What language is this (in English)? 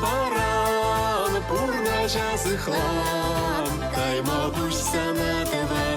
Chuvash